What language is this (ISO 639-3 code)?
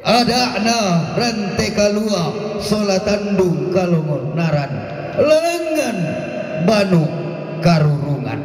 sda